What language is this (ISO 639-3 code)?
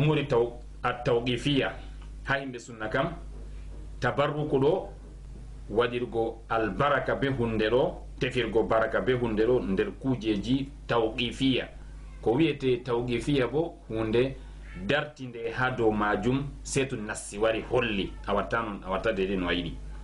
ful